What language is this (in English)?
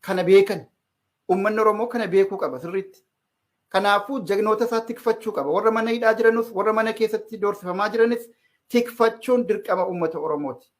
Oromo